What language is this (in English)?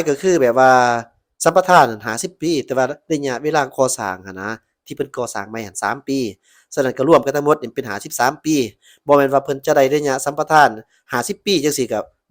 Lao